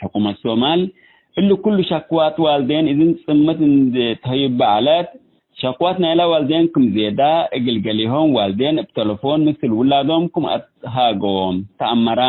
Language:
Tigre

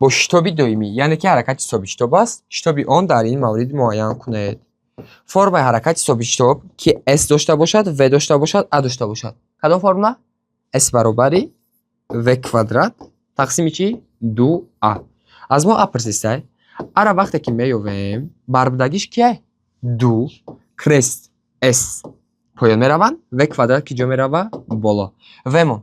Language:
Tajik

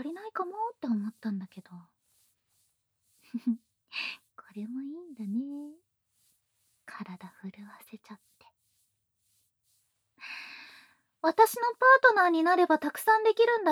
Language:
Japanese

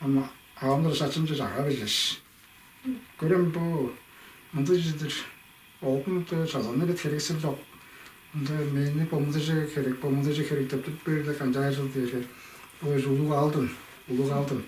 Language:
Tuvinian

